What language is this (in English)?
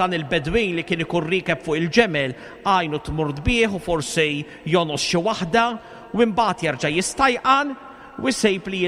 Maltese